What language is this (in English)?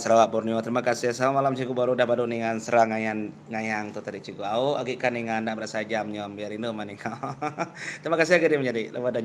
Iban